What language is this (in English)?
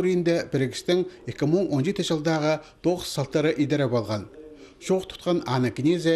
Khakas